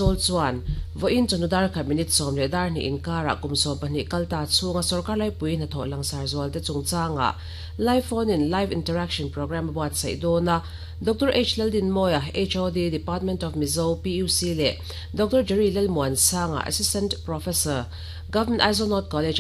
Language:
Mizo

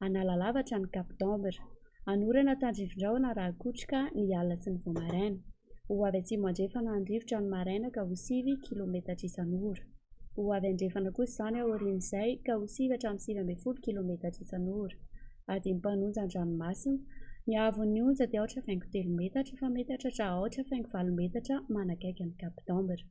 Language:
Malagasy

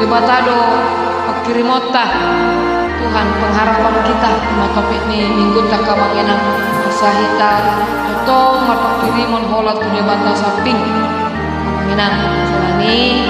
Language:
Batak Toba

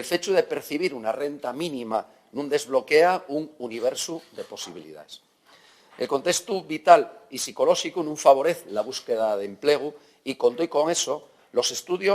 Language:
Asturian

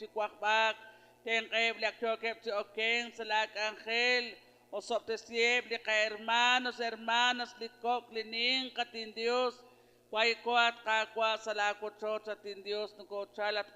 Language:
Kekchí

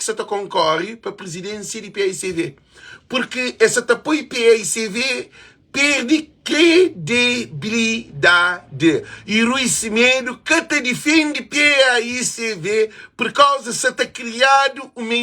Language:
Kabuverdianu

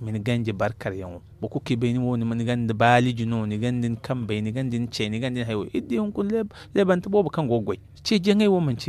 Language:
Zarma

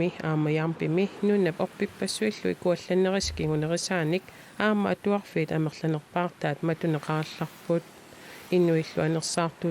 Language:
Kalaallisut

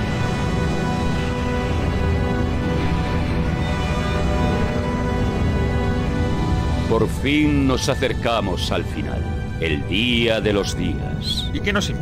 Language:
Spanish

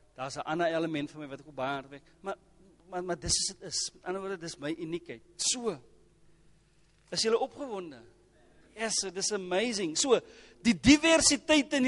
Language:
Afrikaans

